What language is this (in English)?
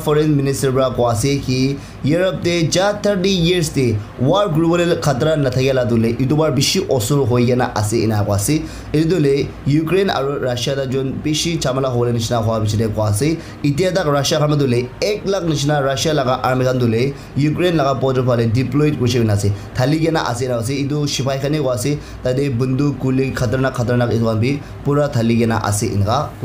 Naga Pidgin